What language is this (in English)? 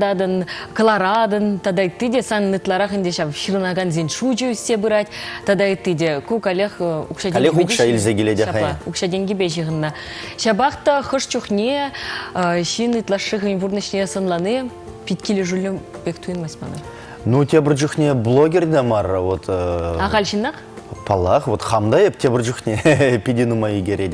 Chuvash